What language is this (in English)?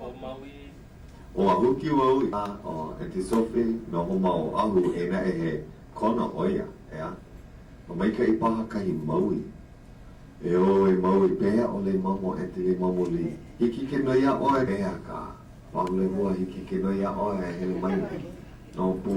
Hawaiian